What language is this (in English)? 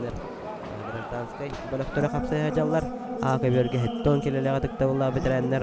Yakut